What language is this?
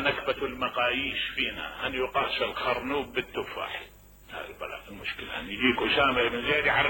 Mesopotamian Arabic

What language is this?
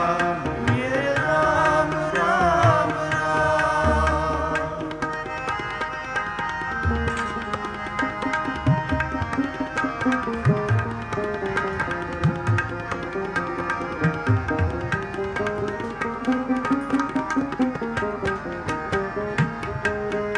Punjabi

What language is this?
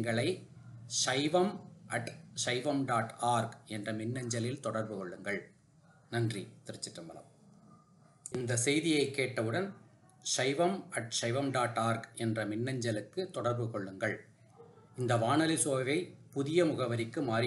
Tamil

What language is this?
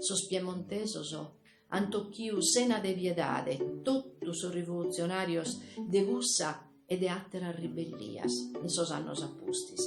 Sardinian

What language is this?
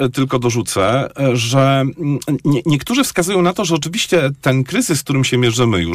Polish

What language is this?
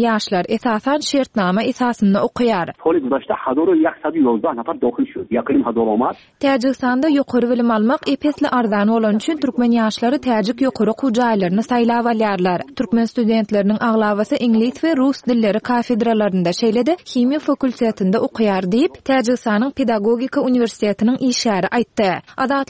Turkmen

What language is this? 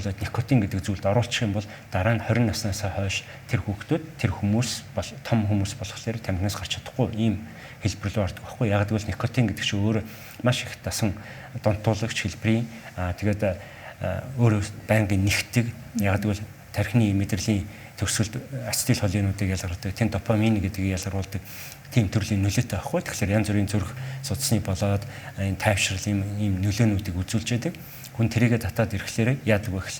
Mongolian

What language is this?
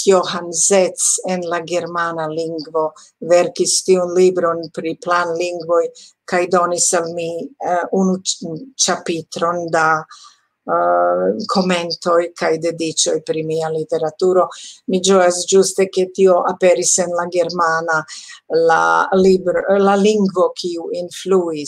Esperanto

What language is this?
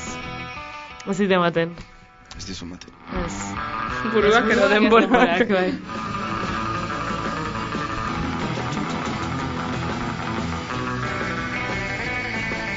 Basque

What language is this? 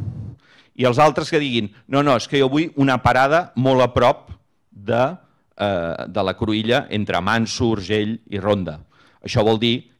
Catalan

